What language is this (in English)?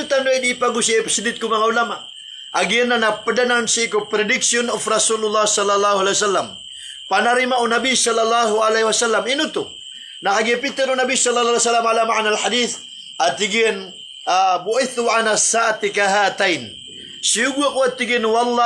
Maranao